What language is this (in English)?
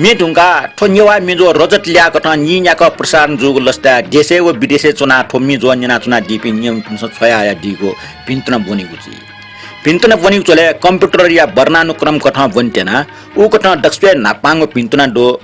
Newari